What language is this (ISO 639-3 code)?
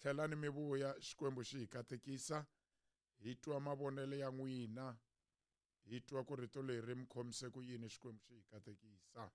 tso